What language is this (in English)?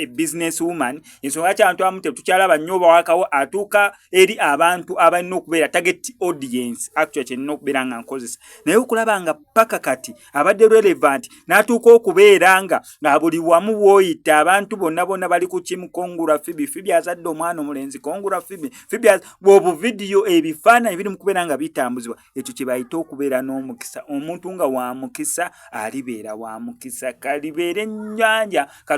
Ganda